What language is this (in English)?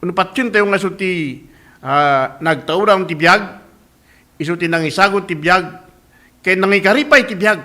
Iloko